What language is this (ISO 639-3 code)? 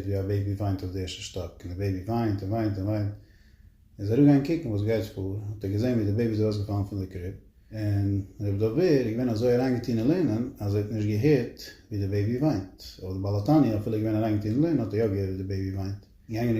yid